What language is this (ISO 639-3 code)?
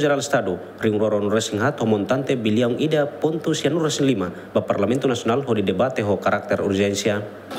tet